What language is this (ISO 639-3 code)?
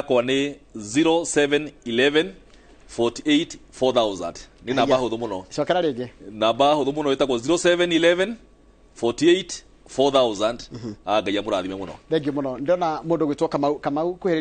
kik